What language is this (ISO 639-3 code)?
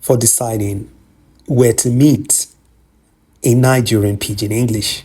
pcm